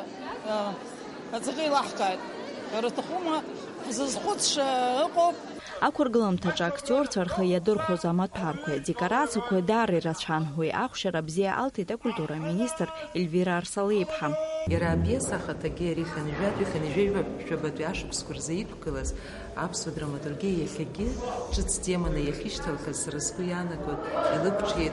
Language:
Abkhazian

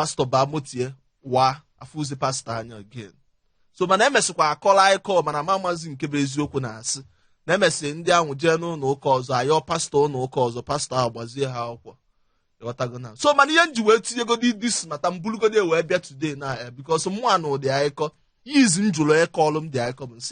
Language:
Igbo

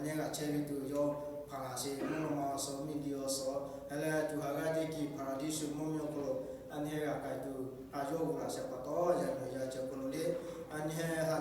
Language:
Lahu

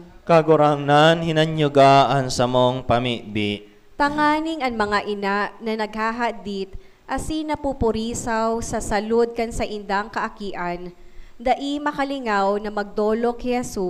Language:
Bikol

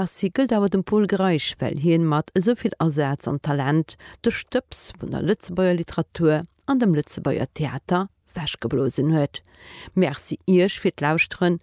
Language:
Luxembourgish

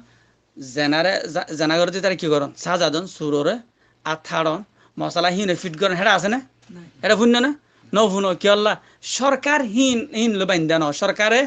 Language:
Rohingya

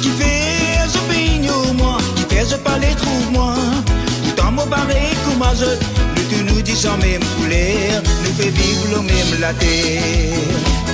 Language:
Morisyen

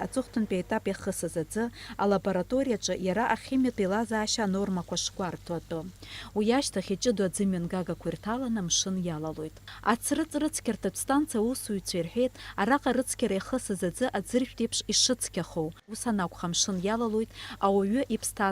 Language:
Abkhazian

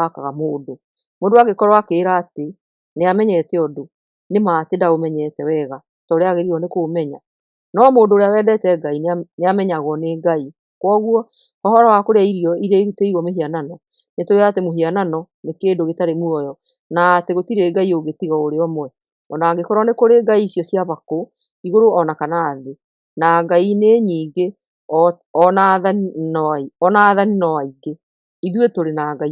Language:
Kikuyu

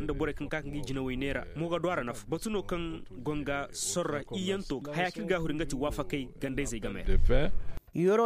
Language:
Zarma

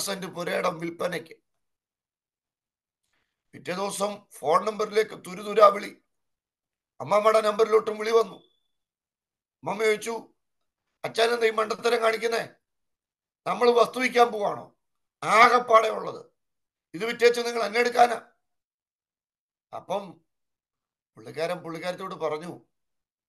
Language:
Malayalam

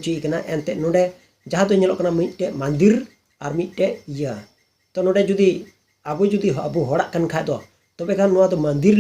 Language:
Santali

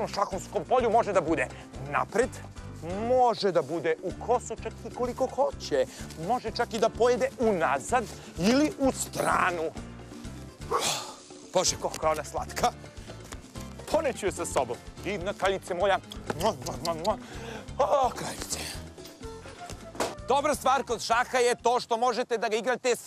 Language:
Serbian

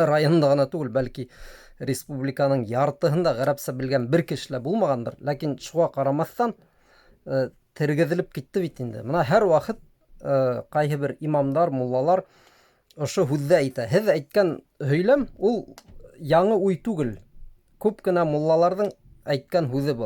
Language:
Bashkir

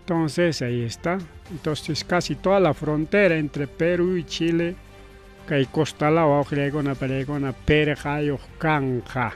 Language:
Ayacucho Quechua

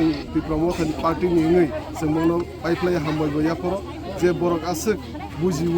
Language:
Kok Borok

